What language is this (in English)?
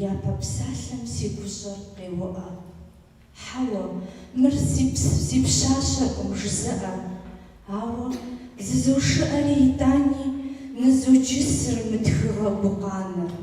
Kabardian